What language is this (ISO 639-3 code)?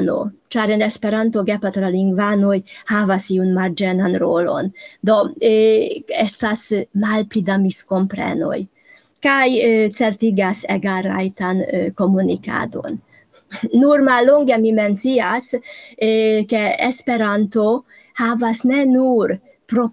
epo